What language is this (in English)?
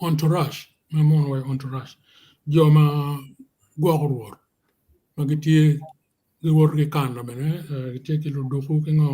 Acoli